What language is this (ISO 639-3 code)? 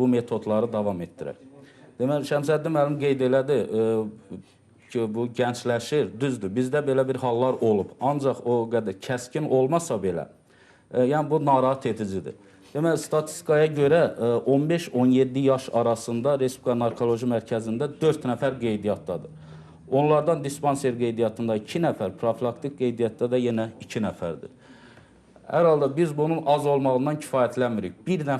aze